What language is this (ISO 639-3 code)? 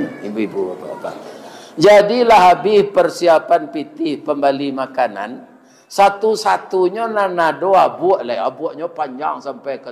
min